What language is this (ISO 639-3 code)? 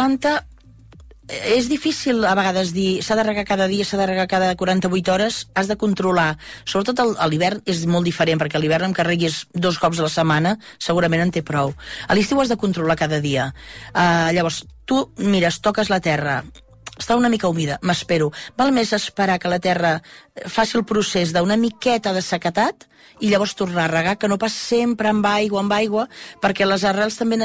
cat